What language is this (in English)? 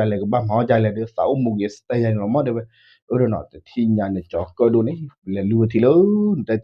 S'gaw Karen